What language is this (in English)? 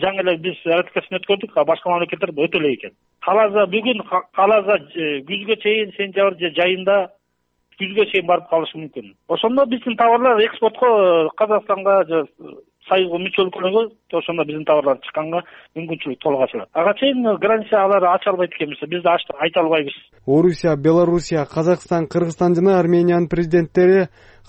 Kyrgyz